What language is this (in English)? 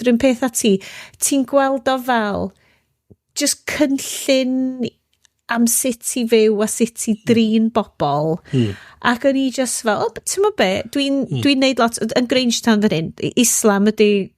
Welsh